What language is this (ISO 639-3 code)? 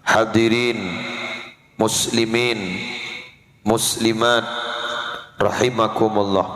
mad